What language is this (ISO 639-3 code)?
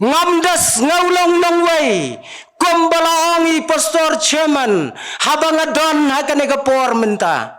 kha